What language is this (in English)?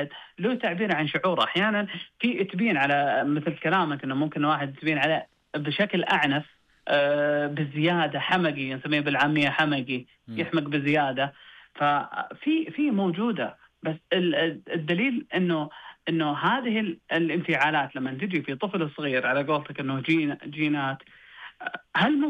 Najdi Arabic